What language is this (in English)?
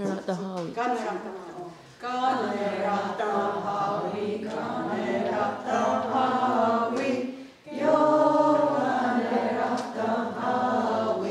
Mohawk